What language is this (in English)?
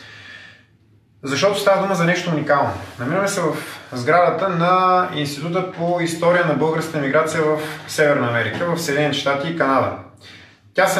Bulgarian